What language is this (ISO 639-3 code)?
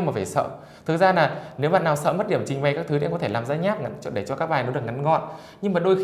vie